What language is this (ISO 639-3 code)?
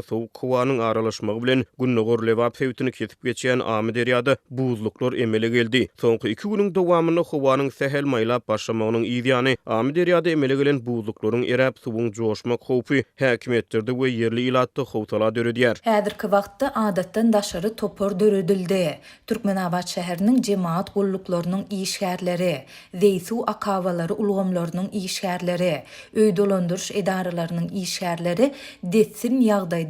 tuk